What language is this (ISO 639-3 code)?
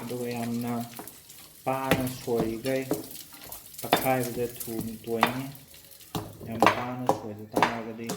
mni